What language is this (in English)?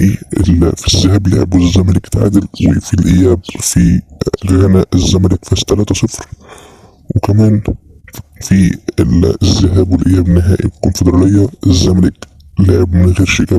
Egyptian Arabic